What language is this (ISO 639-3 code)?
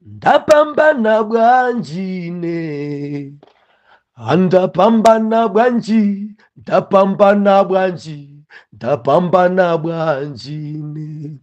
nya